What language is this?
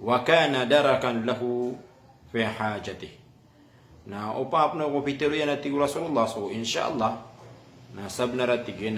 Maranao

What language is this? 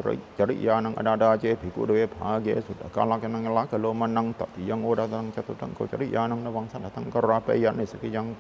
Pali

